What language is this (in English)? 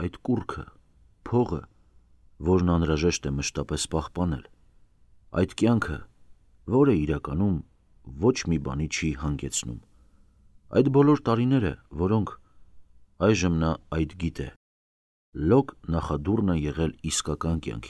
Armenian